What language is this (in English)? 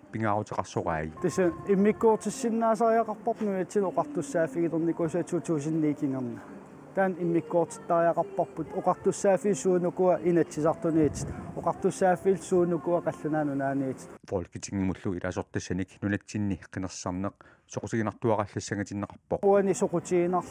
Kalaallisut